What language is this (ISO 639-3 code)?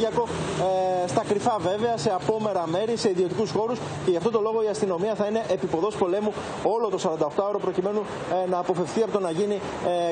ell